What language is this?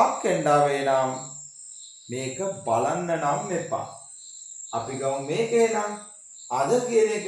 Sinhala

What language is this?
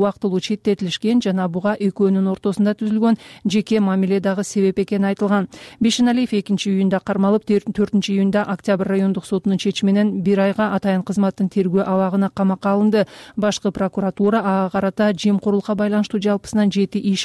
Kyrgyz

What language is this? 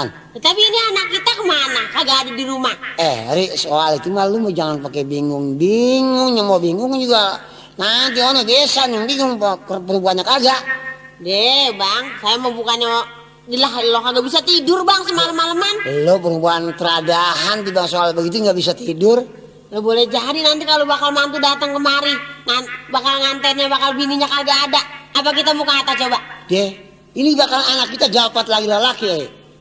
Betawi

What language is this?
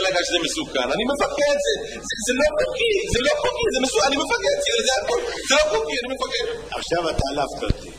Hebrew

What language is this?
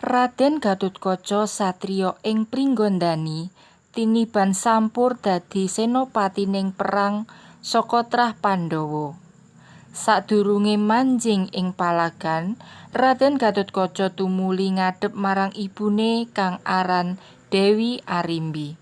Javanese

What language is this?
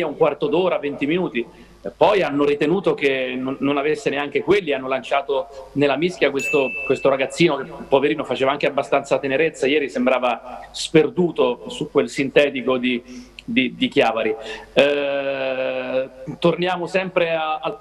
Italian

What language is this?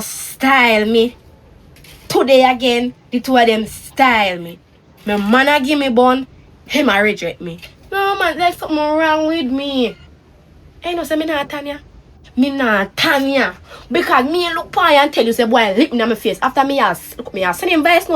Jamaican Creole English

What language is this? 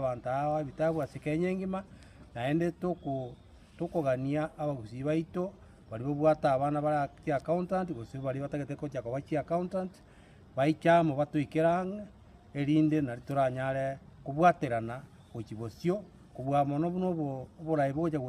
Gusii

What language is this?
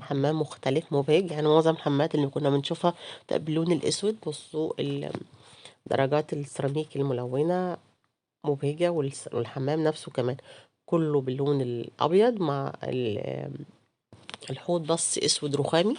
Egyptian Arabic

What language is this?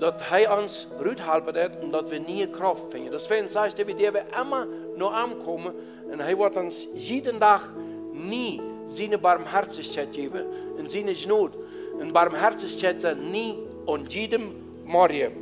Plautdietsch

